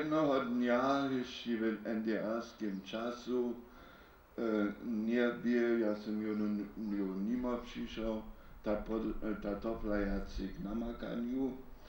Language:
Upper Sorbian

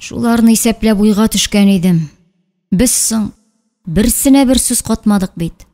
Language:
Tatar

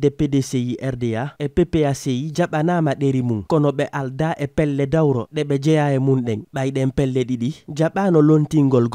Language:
Fula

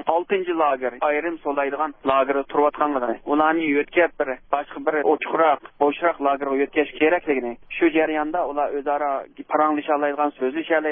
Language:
Uyghur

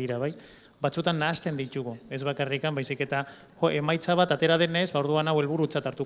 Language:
Basque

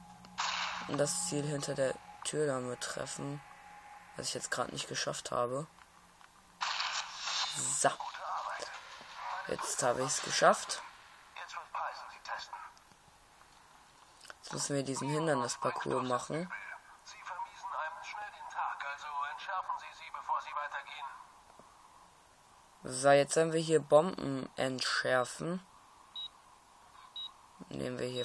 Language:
German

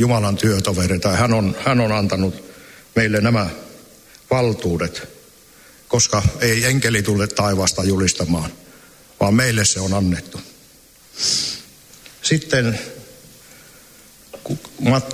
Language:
Finnish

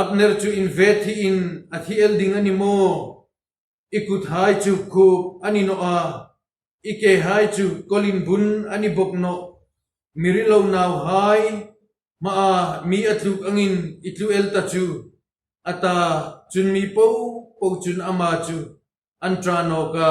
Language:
Hmar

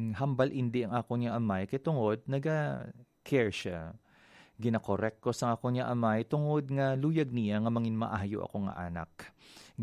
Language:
Hiligaynon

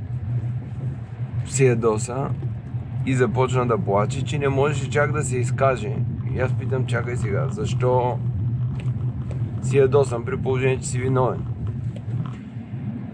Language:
Bulgarian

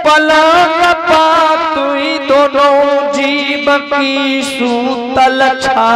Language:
Angika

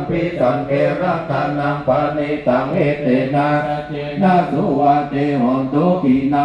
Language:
Pali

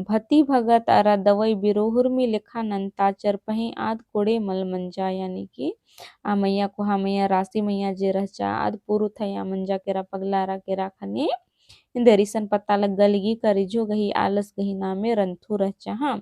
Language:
Kurukh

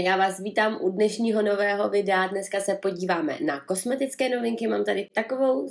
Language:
Czech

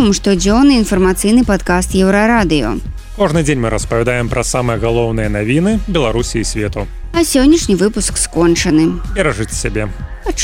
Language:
Belarusian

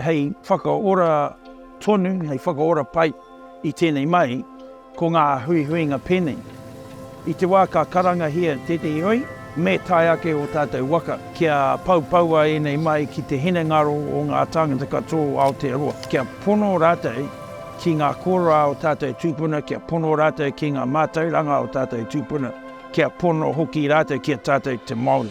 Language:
Māori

